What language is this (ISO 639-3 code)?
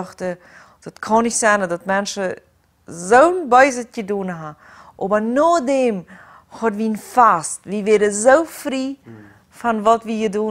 pdt